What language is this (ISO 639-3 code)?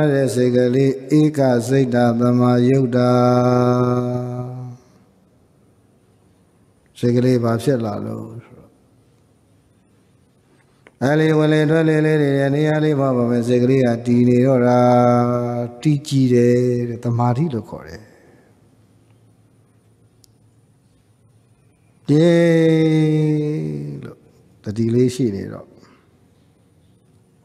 mya